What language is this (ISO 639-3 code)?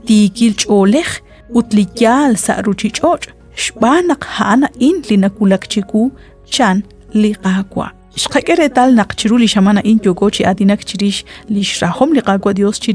kek